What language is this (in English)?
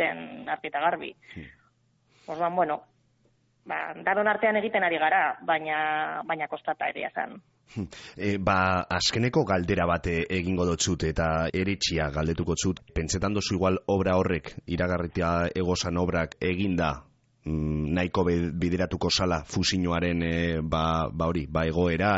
Basque